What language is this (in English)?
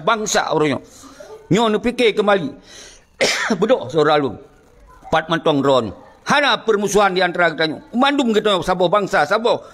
Achinese